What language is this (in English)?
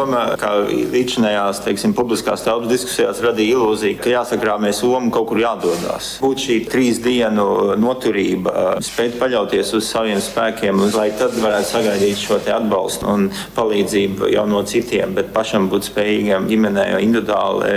Latvian